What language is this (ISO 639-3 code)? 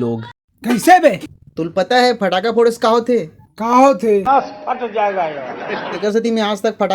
hne